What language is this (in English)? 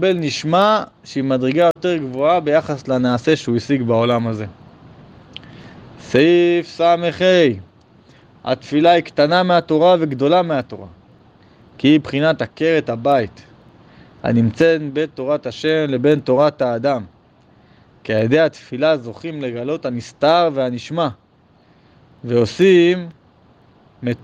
Hebrew